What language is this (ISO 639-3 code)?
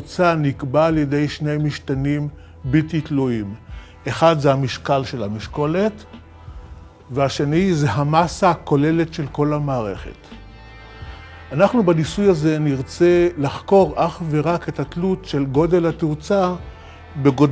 heb